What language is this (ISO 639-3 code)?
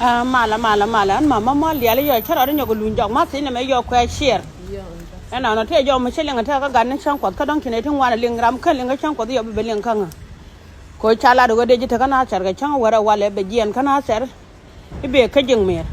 nus